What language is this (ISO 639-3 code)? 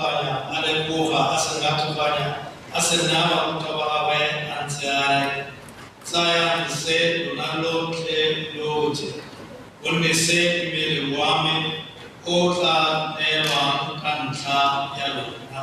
tsn